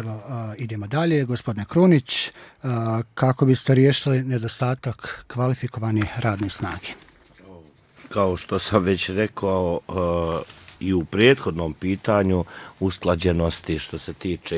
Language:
Bosnian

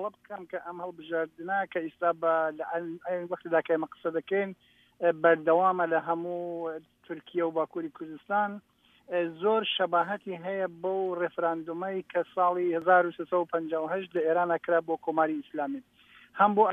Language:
Central Kurdish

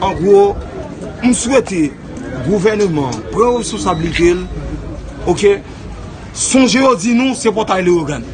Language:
Haitian Creole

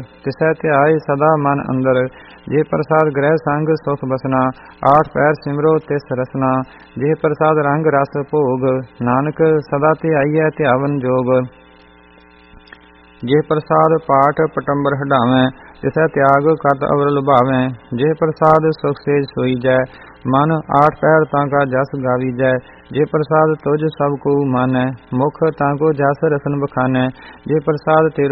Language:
Punjabi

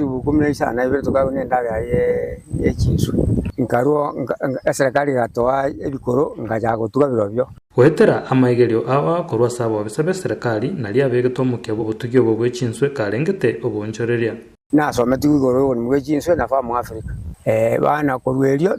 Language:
Gusii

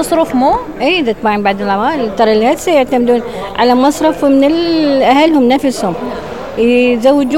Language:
Mesopotamian Arabic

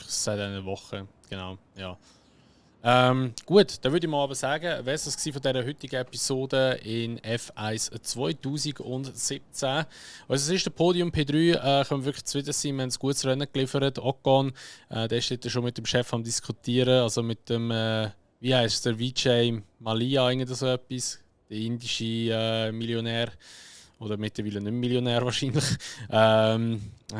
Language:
Swiss German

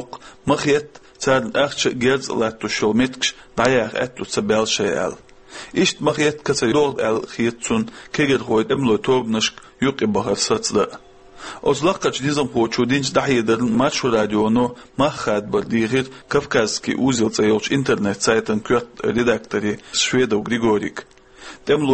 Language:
Chechen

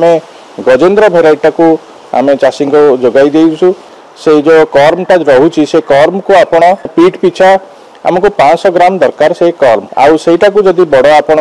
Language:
Odia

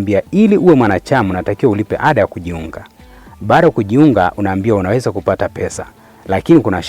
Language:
Swahili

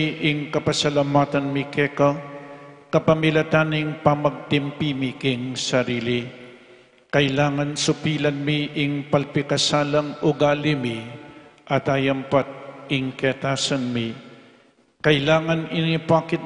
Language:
Pampanga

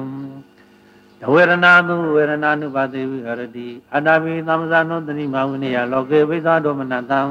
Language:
Burmese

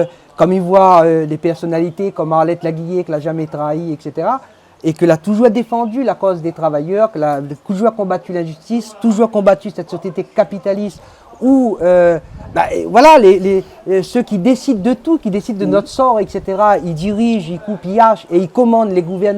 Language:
Réunion Creole French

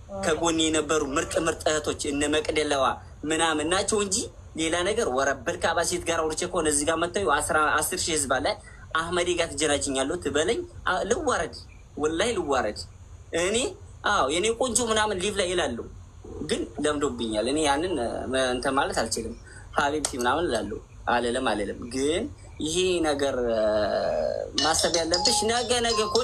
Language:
Amharic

